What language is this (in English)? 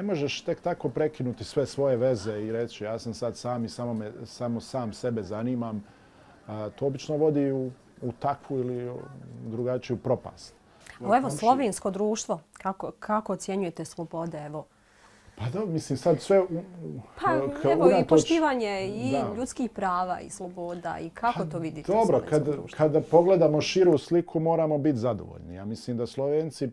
Bosnian